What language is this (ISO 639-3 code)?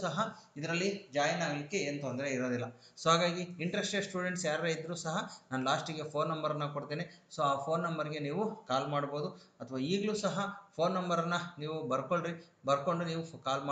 kan